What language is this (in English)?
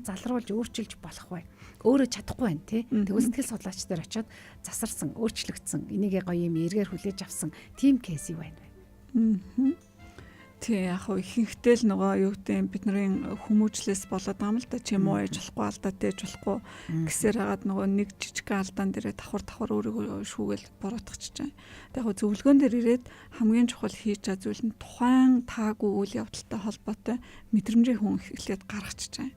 Mongolian